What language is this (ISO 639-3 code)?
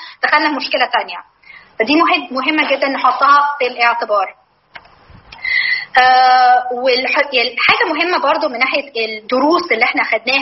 arz